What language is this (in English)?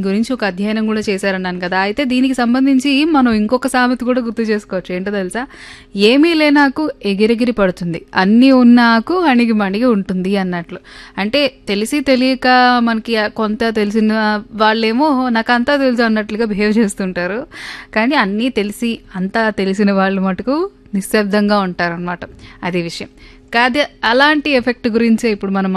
Telugu